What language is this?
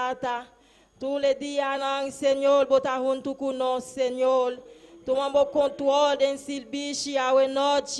Papiamento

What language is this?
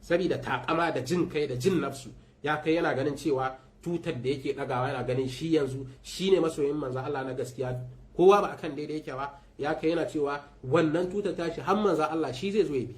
Hausa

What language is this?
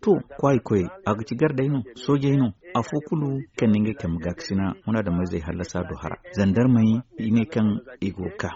Zarma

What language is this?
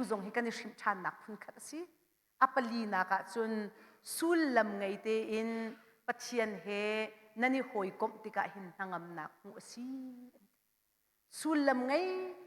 Hakha Chin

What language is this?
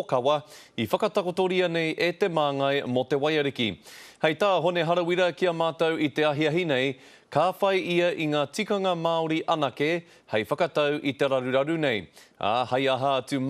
Māori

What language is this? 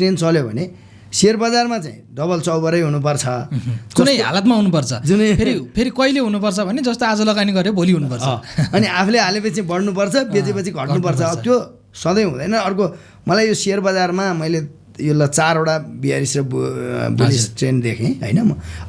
Nepali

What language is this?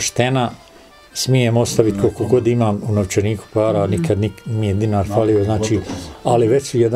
Bosnian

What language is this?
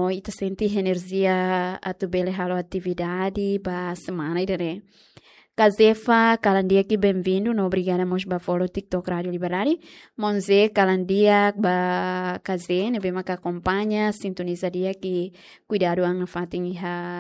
Tetum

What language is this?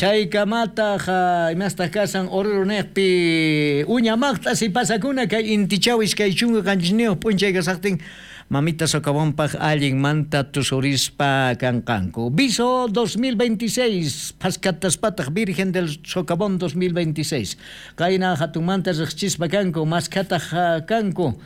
South Bolivian Quechua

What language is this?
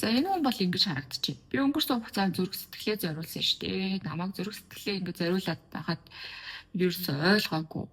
Mongolian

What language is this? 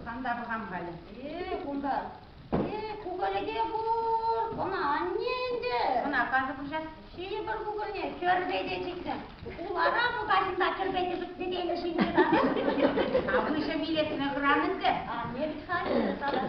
Chuvash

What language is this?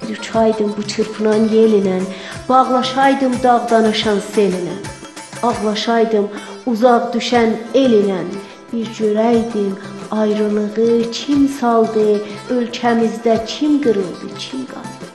South Azerbaijani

